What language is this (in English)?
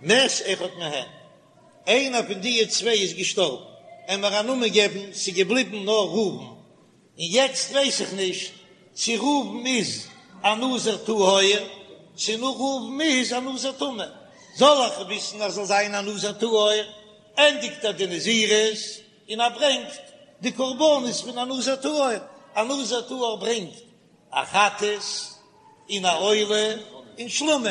Yiddish